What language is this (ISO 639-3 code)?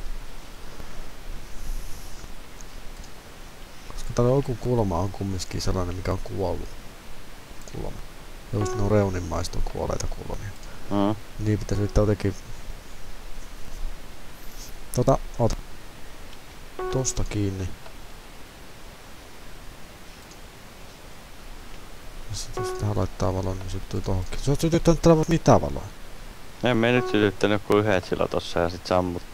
fin